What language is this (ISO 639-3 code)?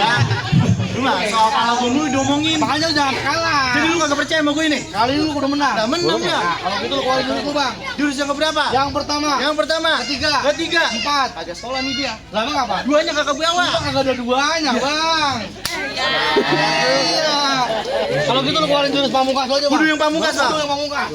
bew